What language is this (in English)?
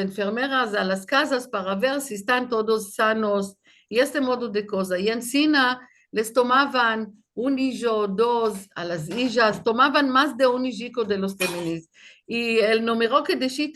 Ladino